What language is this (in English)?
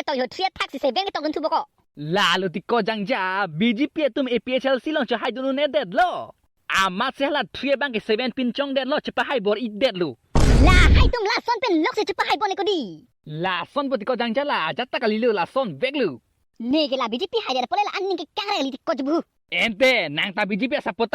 Karbi